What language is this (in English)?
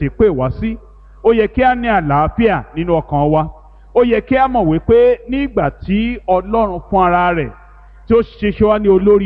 Yoruba